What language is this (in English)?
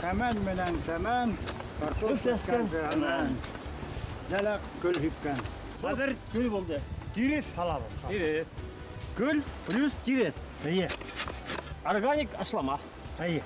Bashkir